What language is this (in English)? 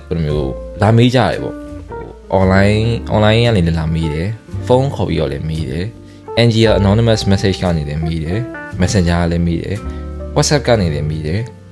Burmese